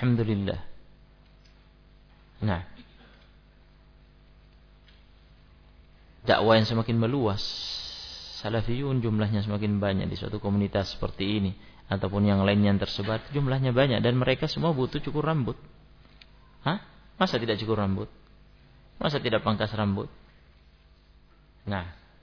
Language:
Indonesian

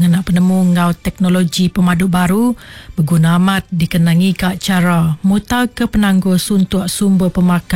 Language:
Iban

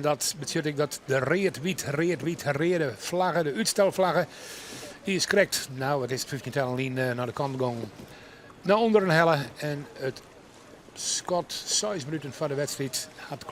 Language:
Western Frisian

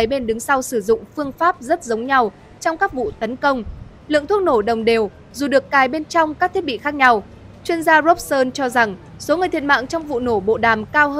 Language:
Vietnamese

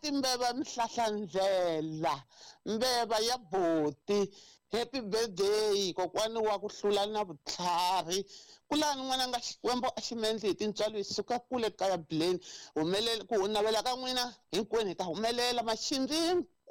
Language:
Tsonga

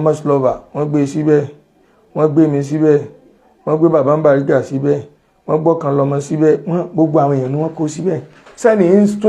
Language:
Yoruba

